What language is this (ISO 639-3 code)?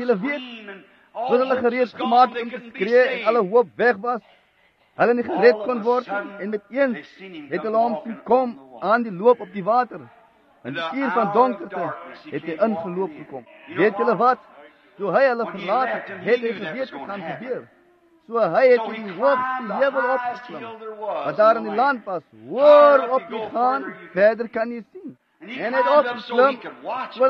afr